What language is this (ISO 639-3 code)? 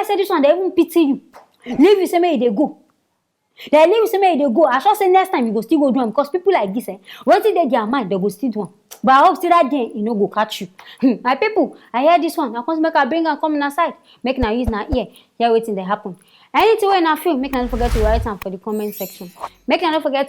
pcm